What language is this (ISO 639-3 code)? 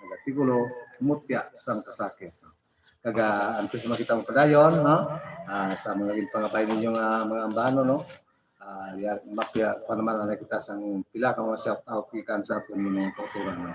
hil